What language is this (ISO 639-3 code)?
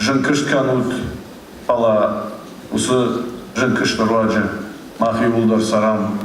oss